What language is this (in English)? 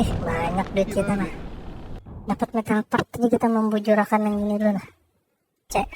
Banjar